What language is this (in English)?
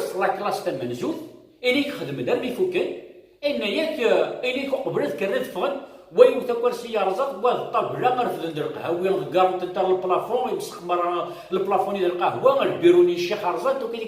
Kabyle